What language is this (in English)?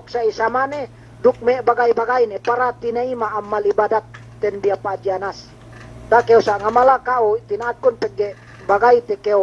Yakan